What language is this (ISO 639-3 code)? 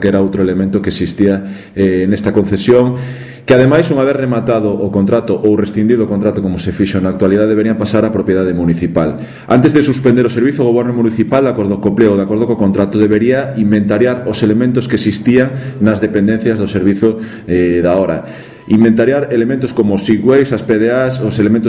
glg